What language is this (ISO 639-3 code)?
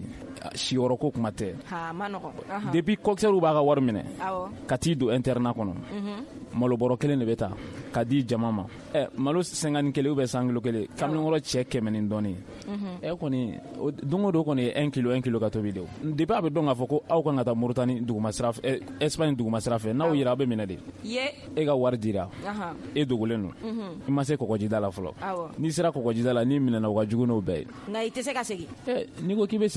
bam